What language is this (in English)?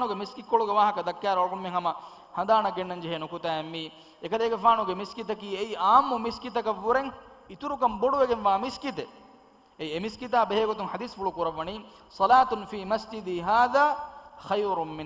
Divehi